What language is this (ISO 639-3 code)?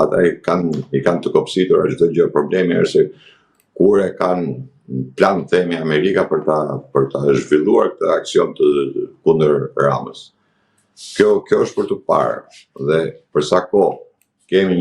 sqi